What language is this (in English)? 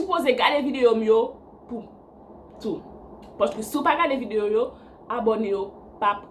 Haitian Creole